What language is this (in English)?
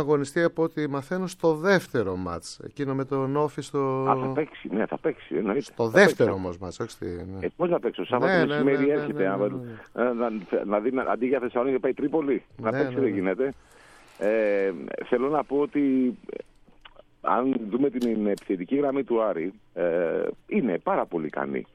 Greek